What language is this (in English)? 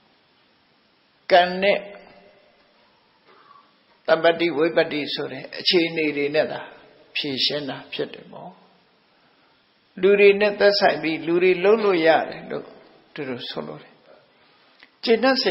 Burmese